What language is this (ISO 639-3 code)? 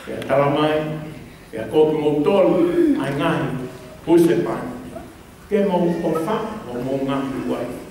ton